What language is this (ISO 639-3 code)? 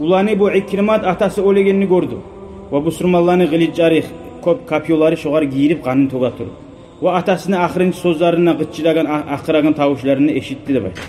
kum